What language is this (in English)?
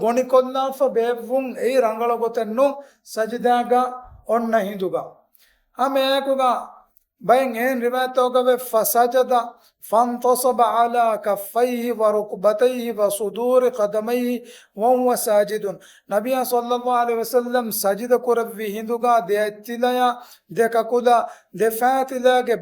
Divehi